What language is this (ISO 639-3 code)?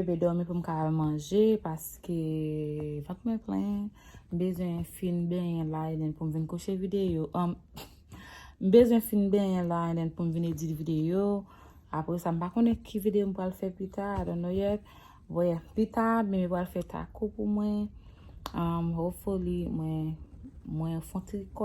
hat